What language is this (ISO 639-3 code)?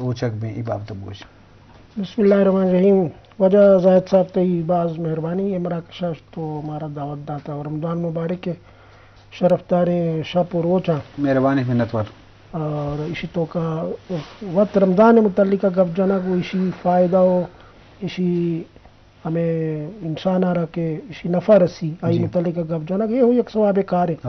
bgp